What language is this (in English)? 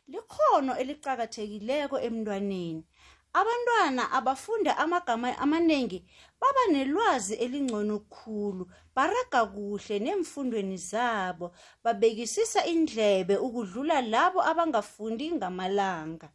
South Ndebele